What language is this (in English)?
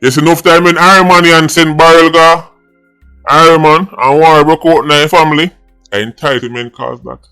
Jamaican Creole English